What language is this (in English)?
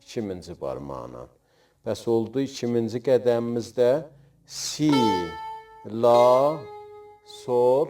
South Azerbaijani